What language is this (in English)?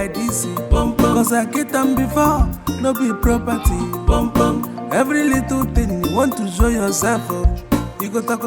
Nigerian Pidgin